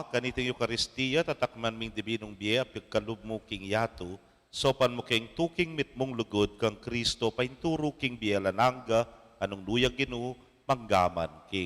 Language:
Pampanga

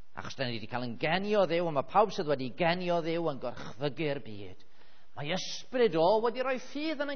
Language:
Welsh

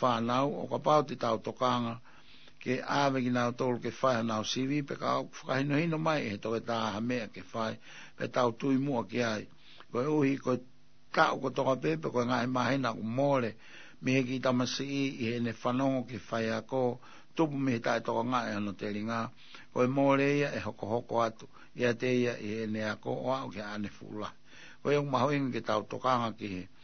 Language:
Tongan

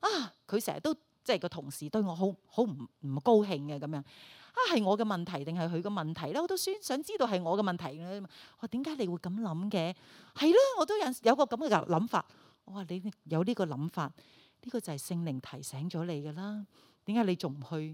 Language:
Cantonese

